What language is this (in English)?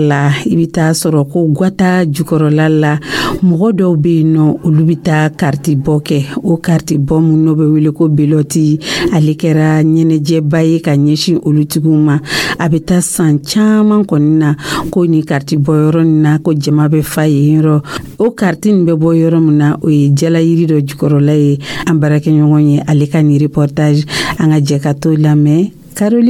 Dyula